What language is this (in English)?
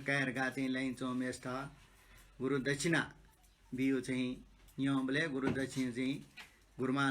Newari